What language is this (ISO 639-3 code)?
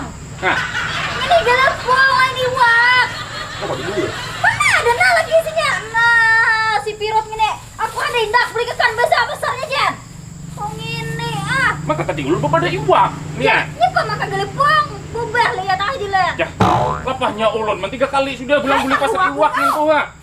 bjn